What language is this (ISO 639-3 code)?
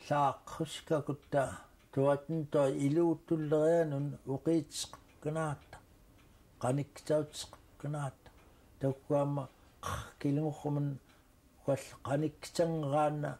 esu